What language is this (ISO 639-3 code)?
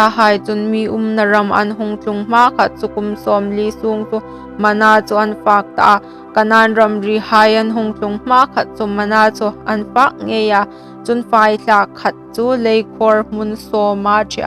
hmr